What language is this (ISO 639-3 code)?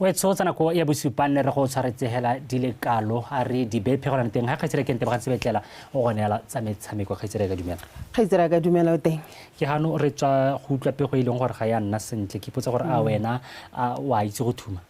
tsn